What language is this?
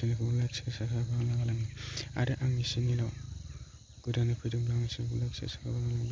Bodo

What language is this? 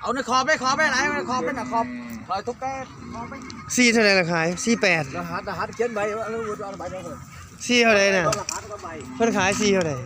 Northeastern Thai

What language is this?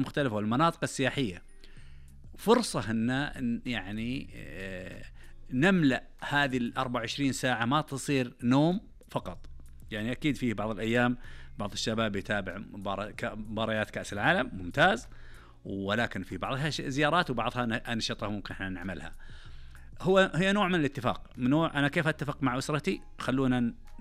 Najdi Arabic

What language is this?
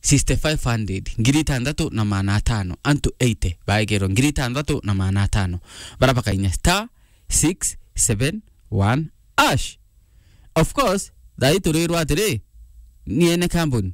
Meru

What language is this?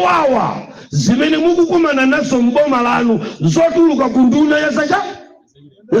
Nyanja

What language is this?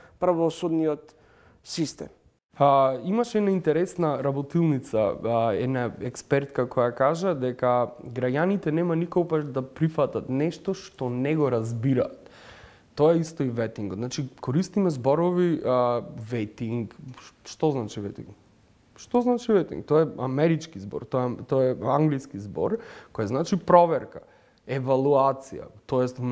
Macedonian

